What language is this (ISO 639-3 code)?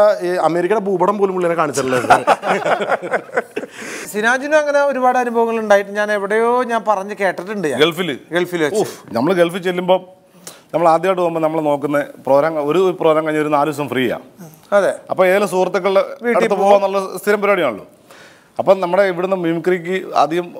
mal